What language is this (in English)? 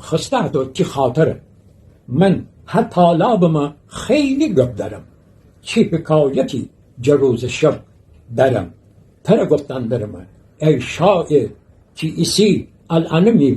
Gilaki